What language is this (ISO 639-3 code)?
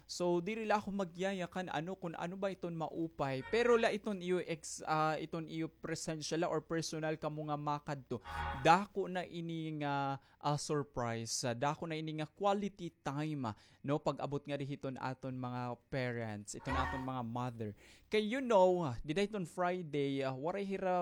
war